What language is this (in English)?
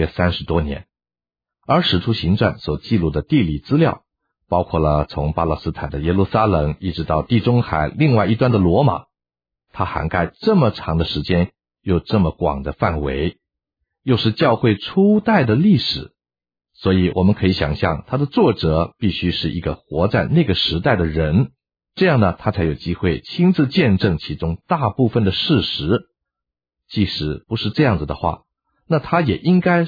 Chinese